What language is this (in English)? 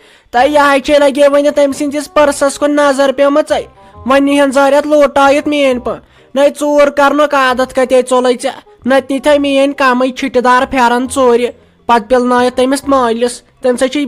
Kashmiri